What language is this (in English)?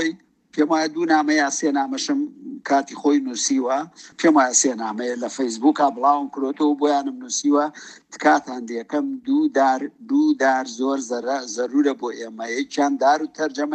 Central Kurdish